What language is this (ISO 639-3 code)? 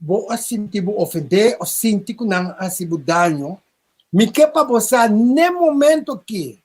pap